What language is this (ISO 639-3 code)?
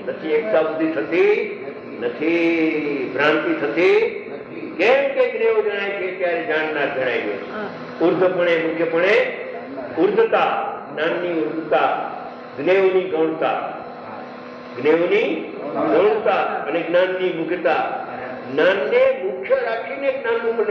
guj